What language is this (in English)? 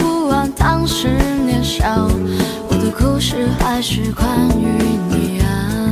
Chinese